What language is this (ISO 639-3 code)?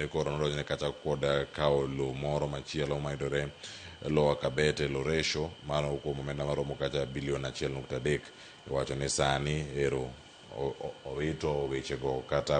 luo